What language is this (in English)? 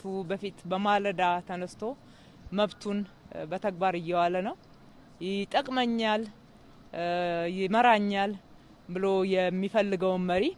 Amharic